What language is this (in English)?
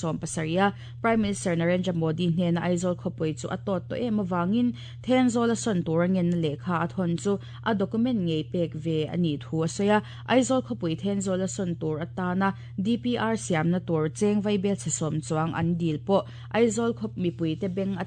Mizo